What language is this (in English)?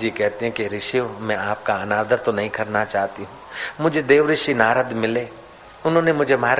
Hindi